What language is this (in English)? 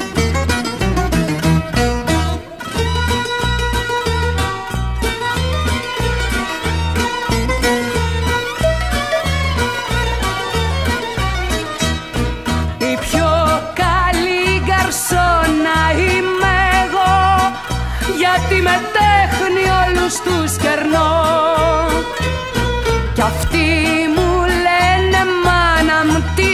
Greek